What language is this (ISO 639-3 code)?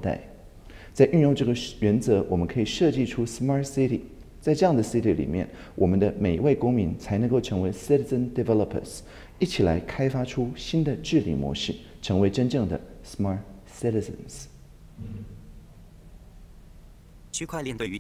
zho